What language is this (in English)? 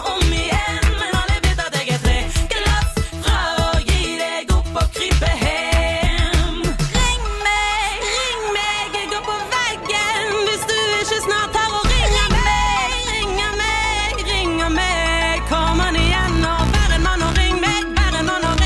Norwegian